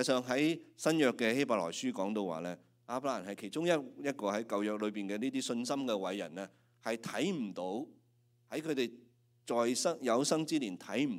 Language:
Cantonese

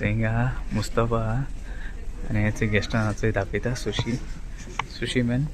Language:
Konkani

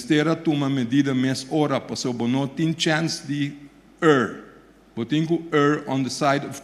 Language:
Papiamento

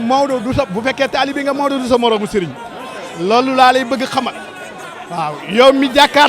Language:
Wolof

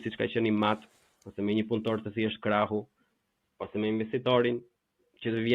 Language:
Albanian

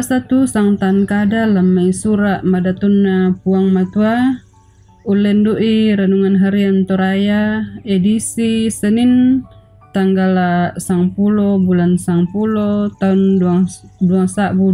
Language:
Toraja-Sa'dan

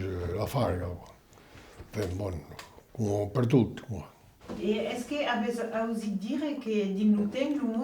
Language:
Occitan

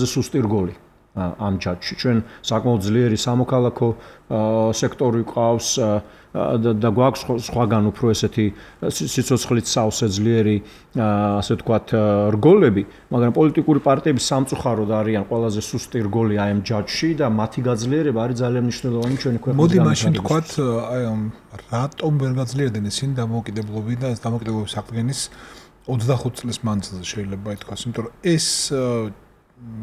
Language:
Georgian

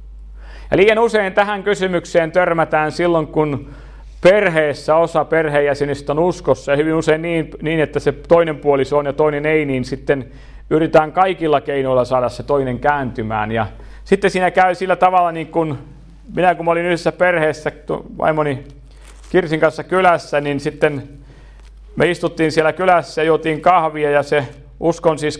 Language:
Finnish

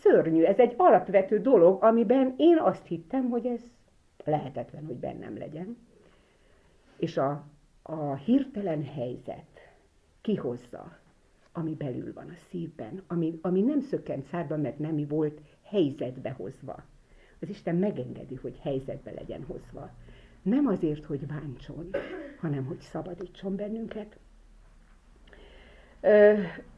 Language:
Hungarian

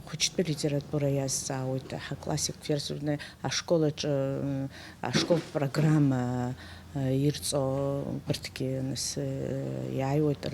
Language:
Abkhazian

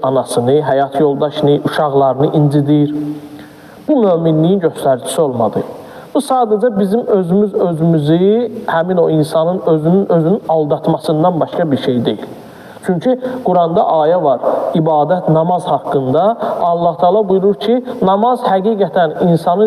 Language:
Azerbaijani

